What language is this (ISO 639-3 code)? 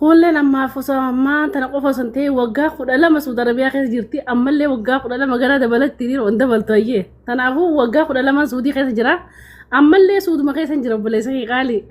orm